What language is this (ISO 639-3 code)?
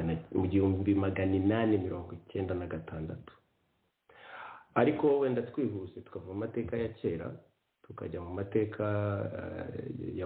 kin